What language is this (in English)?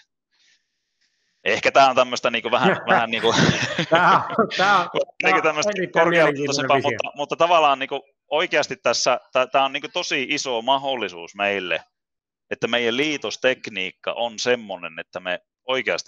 Finnish